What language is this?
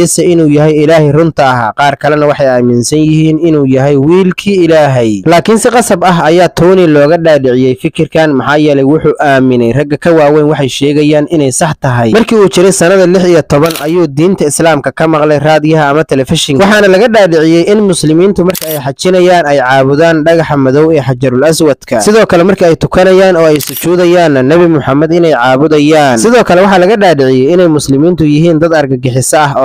Somali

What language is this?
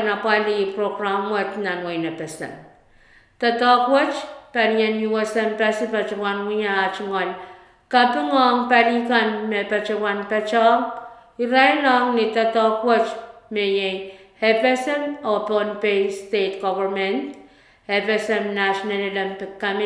Pohnpeian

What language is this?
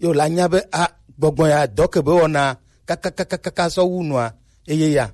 Gen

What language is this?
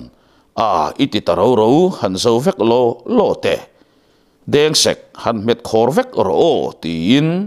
Mizo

